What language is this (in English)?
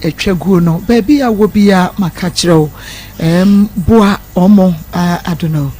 Akan